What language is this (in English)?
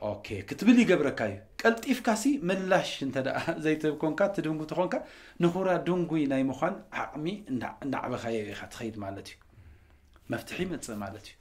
Tigrinya